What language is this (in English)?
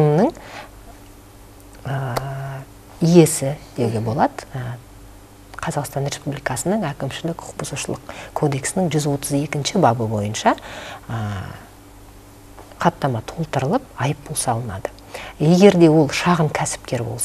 Kazakh